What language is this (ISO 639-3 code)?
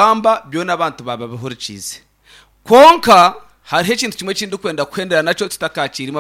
nyn